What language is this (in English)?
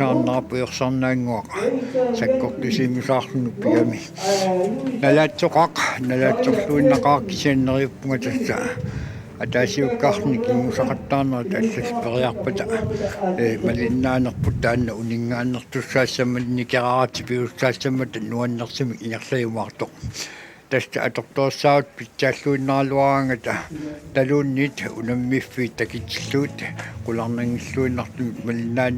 Kalaallisut